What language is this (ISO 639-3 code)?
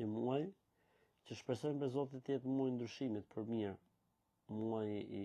sqi